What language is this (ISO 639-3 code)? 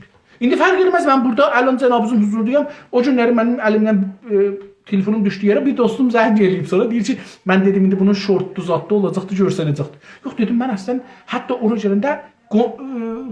azb